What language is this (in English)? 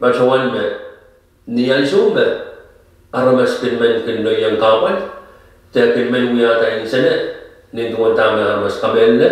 Pohnpeian